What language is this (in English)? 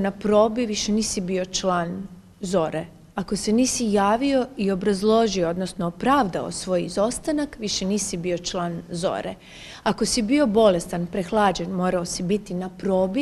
Croatian